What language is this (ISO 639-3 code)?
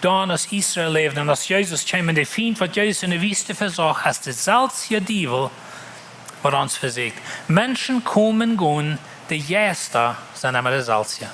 pdt